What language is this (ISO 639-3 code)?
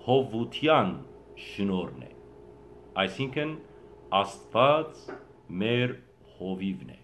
hyw